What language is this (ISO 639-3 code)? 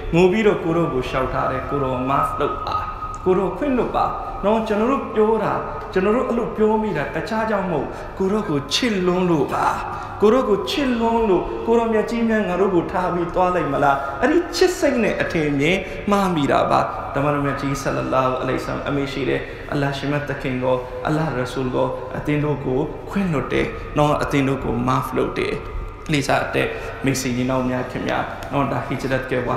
mya